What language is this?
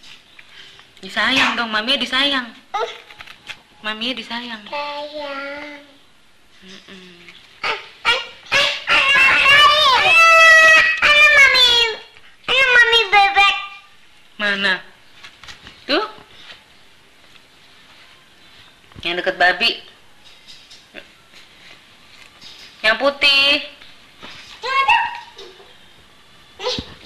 Indonesian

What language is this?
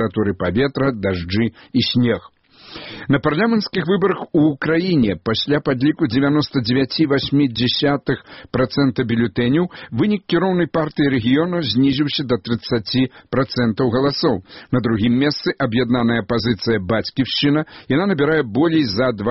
Belarusian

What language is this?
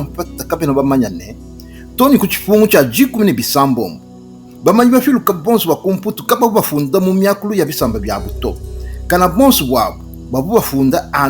Luba-Lulua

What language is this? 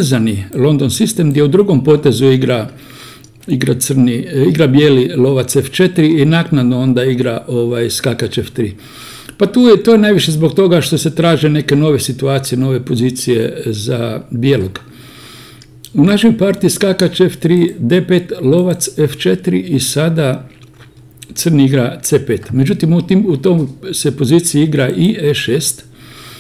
Croatian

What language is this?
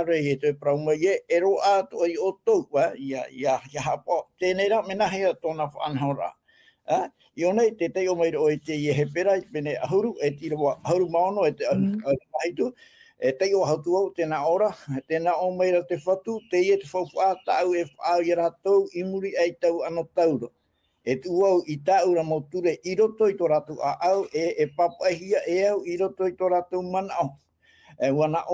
Tahitian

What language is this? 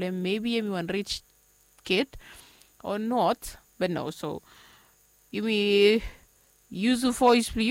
Bislama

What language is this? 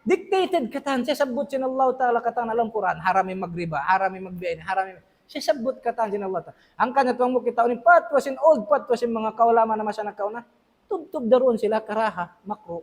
Tausug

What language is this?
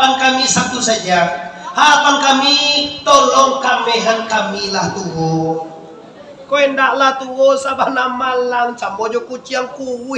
Minangkabau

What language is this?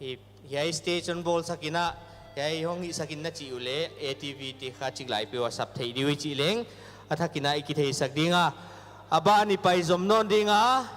Paite Chin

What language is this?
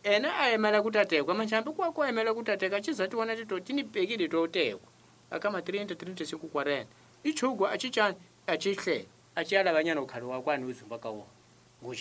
Tsonga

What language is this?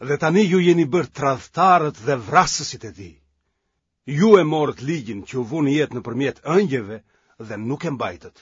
Albanian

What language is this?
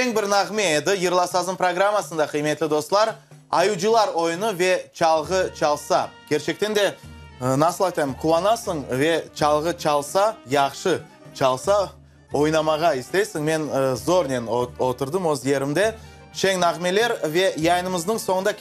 Crimean Tatar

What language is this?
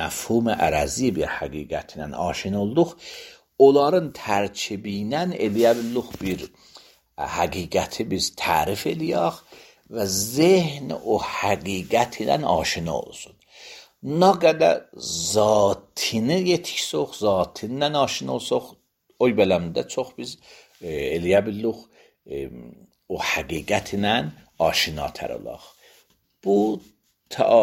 Azerbaijani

